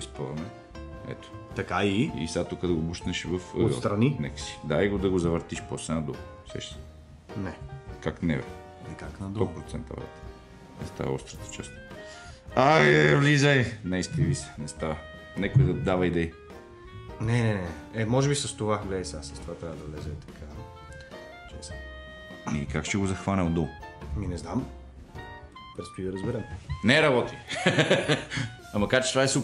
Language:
Bulgarian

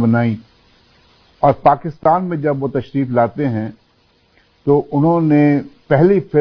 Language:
Urdu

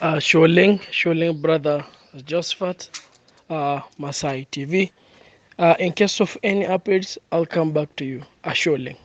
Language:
Masai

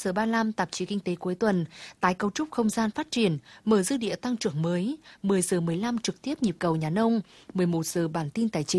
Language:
Vietnamese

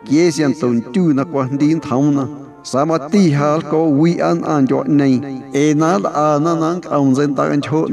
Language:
Guerrero Amuzgo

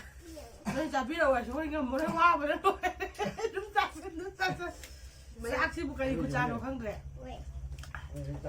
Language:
Manipuri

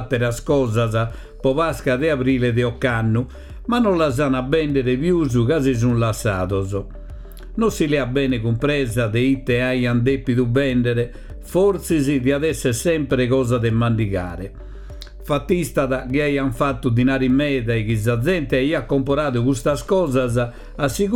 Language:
Sardinian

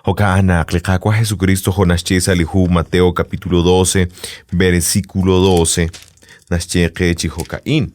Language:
Kekchí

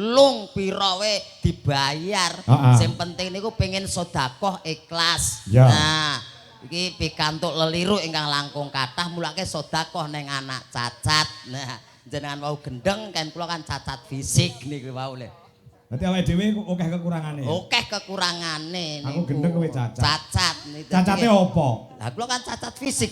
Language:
Javanese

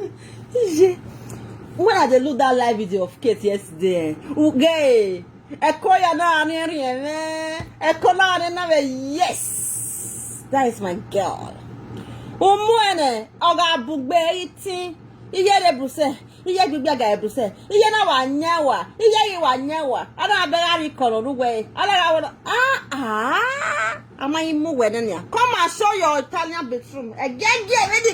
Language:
Nigerian Pidgin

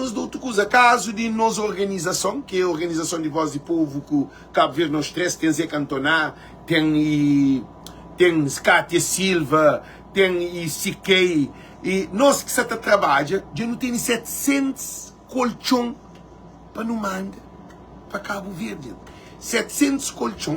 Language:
Kabuverdianu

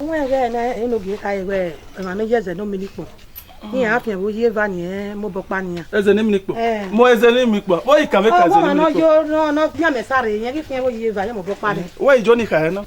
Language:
Bini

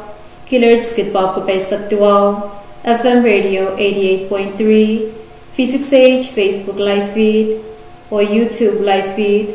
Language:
Pohnpeian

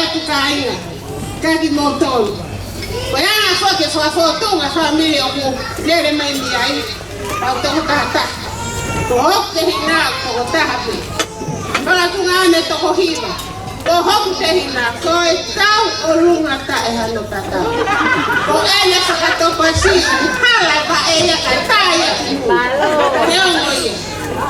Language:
Tongan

